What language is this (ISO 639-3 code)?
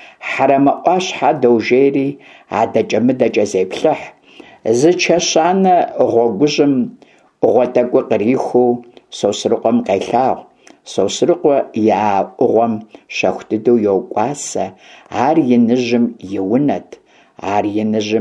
kbd